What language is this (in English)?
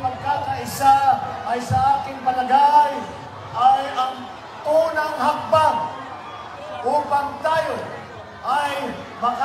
Filipino